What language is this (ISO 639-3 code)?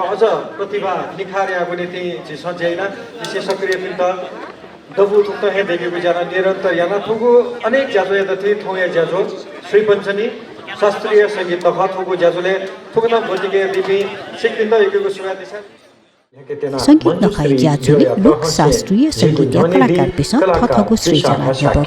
new